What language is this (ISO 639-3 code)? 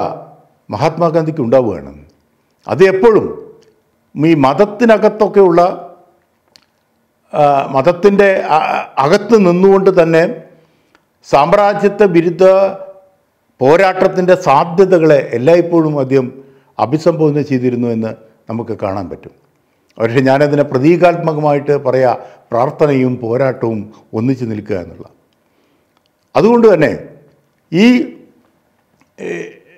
mal